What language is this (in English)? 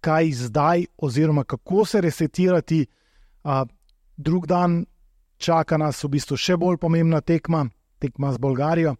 Slovenian